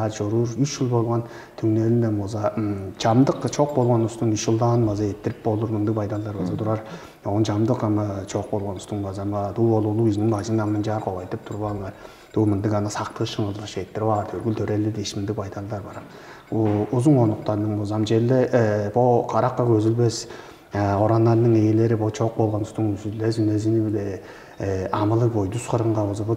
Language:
Tuvinian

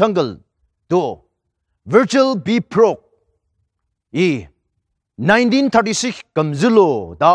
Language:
Ao Naga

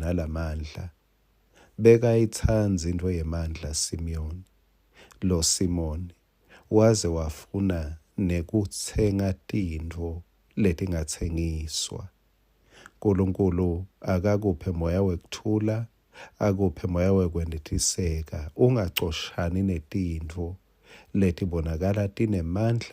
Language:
Swati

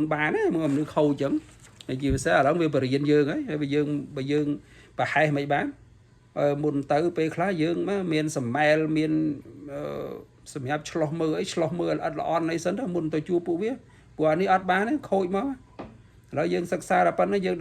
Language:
Khmer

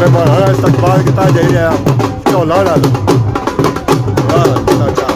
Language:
Pahari-Potwari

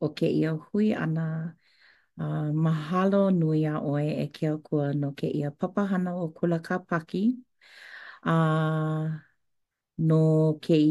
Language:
Hawaiian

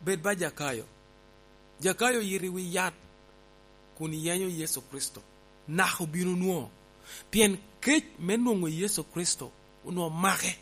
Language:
Lango (Uganda)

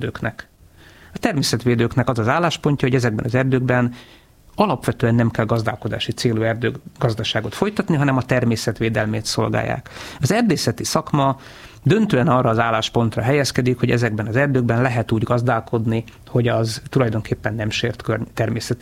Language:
Hungarian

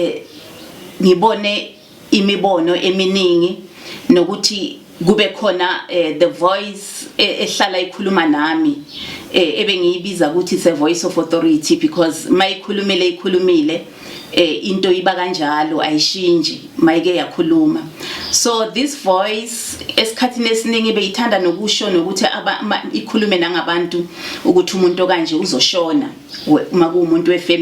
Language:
Zulu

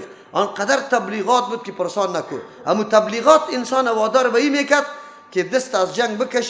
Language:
Persian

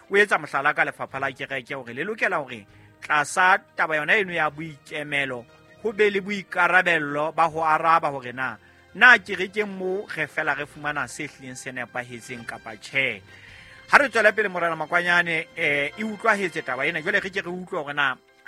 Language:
Southern Sotho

